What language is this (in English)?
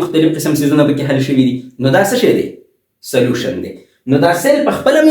Pashto